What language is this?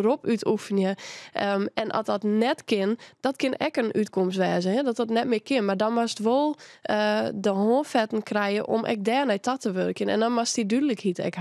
Western Frisian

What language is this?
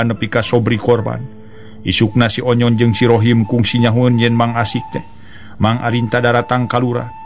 Sundanese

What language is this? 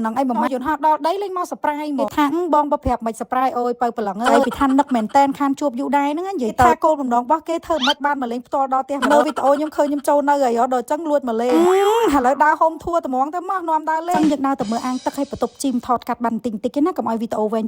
Khmer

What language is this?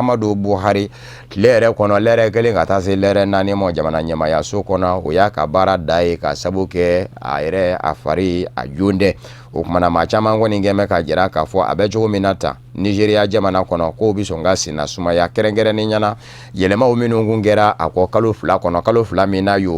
Bambara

